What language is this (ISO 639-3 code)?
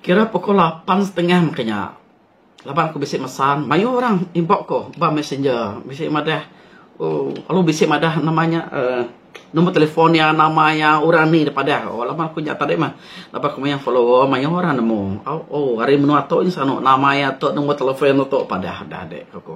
iba